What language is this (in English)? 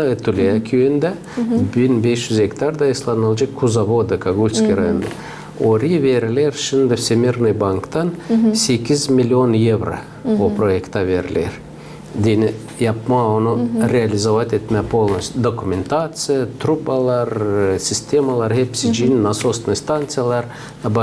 Gagauz